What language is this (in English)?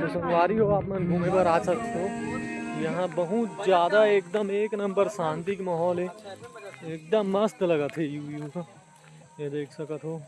Chhattisgarhi